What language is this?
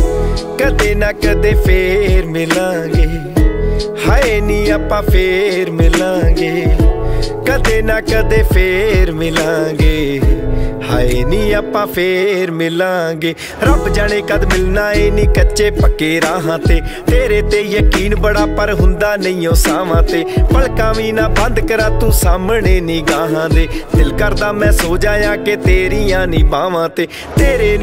Punjabi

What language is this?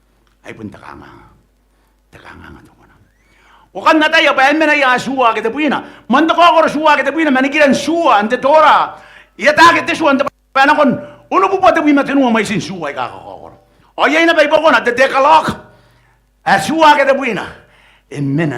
Gilbertese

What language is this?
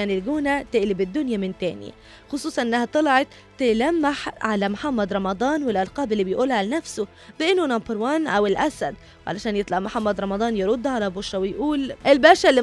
Egyptian Arabic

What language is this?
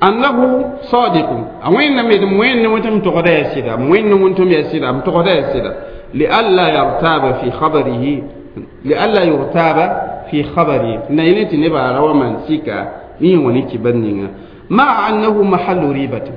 Mossi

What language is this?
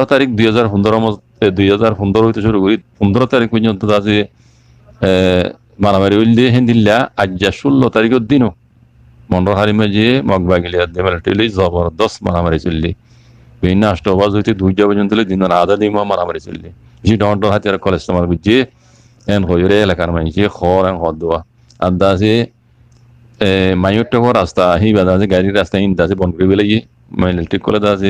Rohingya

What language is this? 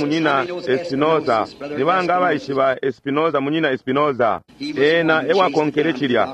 Bemba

